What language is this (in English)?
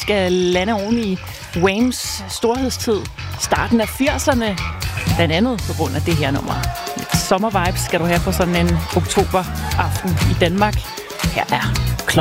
Danish